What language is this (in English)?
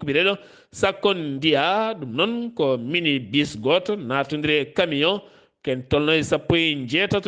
Fula